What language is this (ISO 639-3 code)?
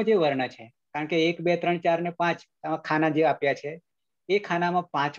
guj